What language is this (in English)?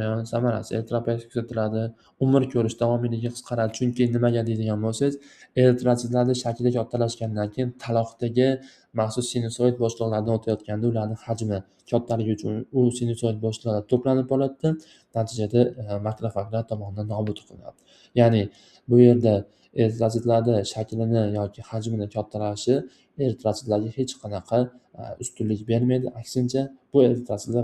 Uzbek